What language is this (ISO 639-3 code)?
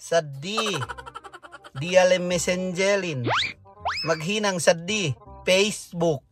yka